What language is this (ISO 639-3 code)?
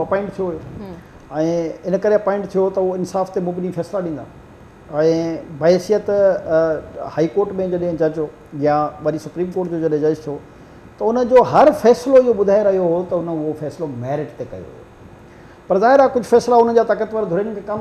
snd